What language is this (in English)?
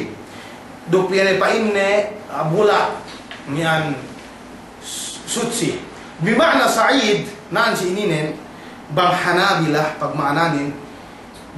Yakan